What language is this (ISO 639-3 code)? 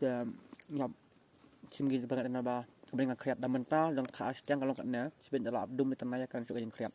kha